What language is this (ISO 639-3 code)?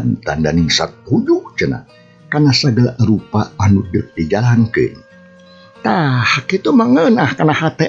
sun